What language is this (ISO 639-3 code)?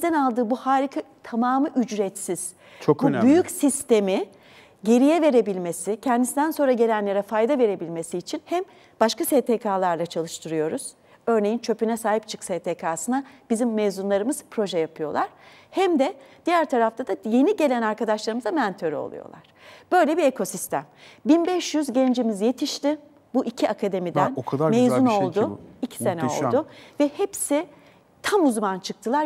tur